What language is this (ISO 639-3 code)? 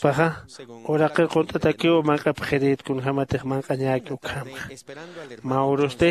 aym